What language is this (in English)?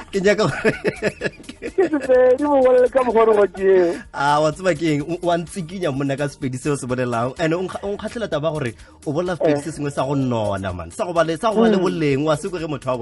Northern Sotho